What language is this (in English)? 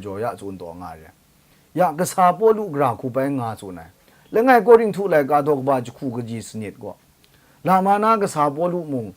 Kachin